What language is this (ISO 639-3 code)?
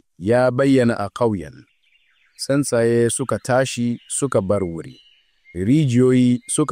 hau